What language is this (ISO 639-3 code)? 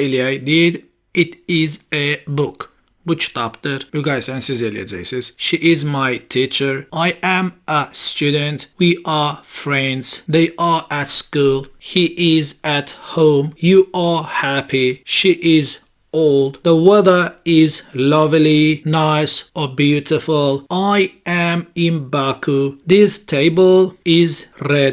aze